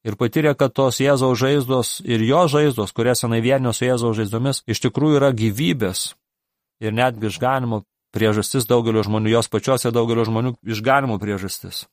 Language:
Lithuanian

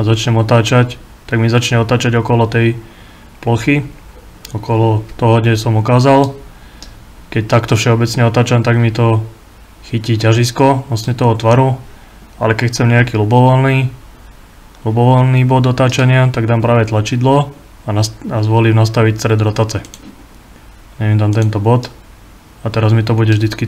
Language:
Slovak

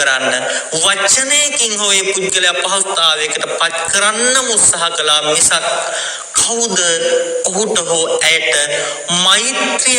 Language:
Sinhala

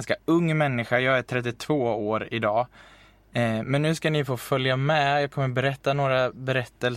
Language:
Swedish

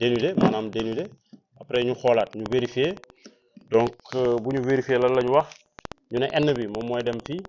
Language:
Wolof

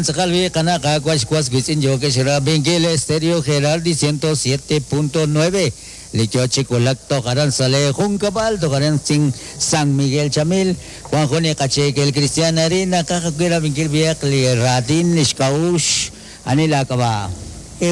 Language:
Kekchí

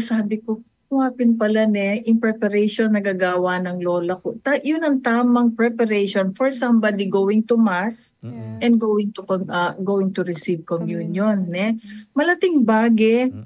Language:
Pampanga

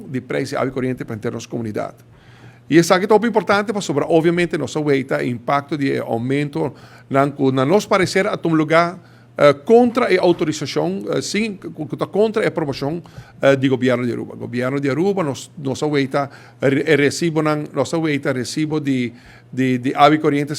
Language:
Papiamento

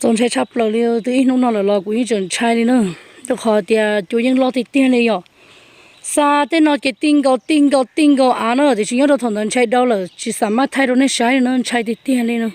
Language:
Hmong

